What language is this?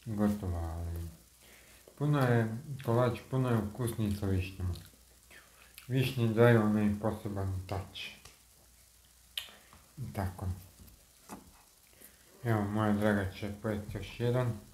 Croatian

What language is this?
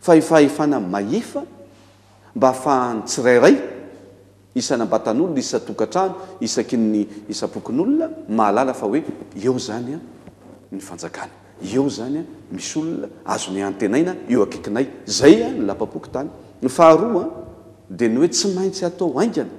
Malagasy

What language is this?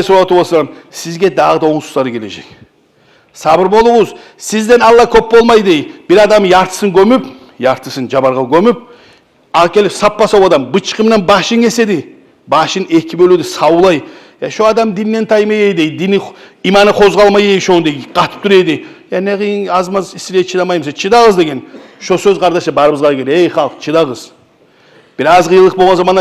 Kumyk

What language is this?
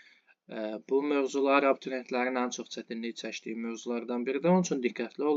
Azerbaijani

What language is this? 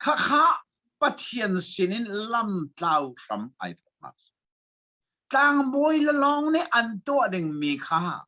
Hakha Chin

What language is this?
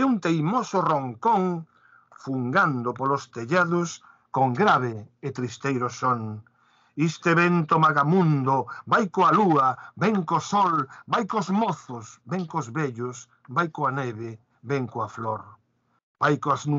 Galician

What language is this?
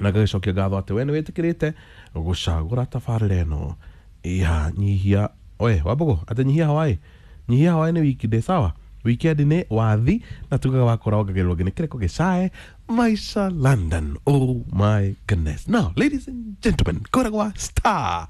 Kikuyu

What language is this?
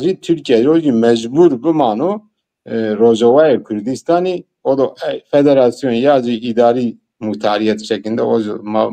Zaza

